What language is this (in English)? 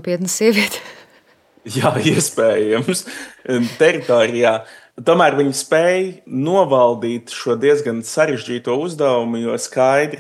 Latvian